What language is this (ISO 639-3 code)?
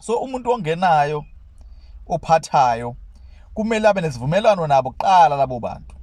zul